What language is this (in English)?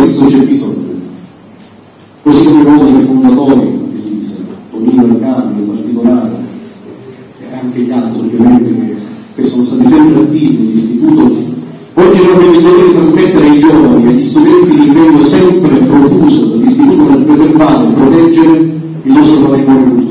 Italian